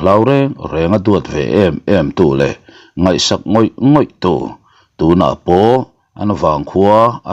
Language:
Mizo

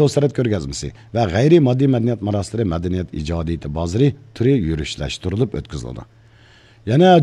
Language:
Uyghur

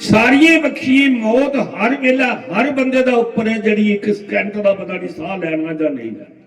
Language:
Dogri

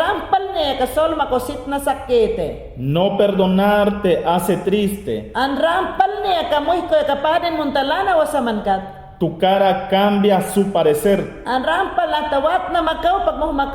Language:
Mayangna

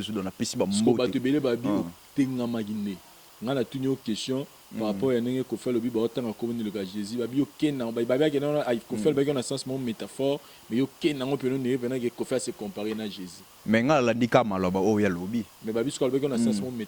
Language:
Lingala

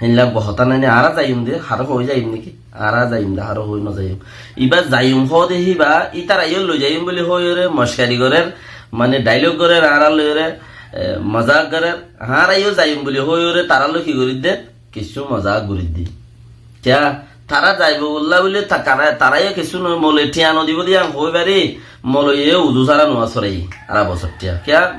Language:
Rohingya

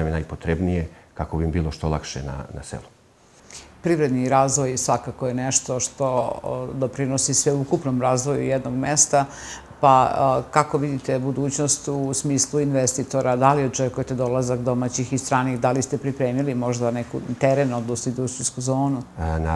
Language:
Serbian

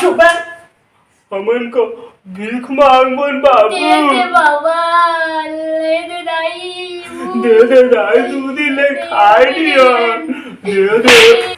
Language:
Chhattisgarhi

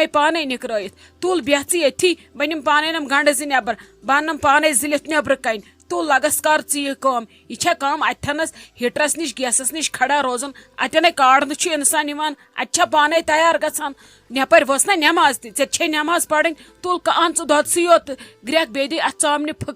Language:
Kashmiri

